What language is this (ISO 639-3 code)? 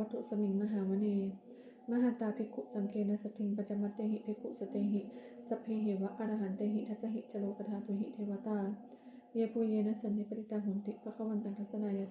pli